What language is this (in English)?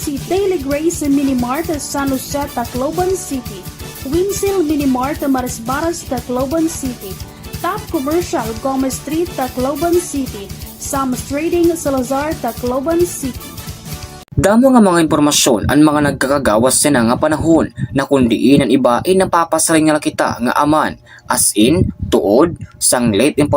Waray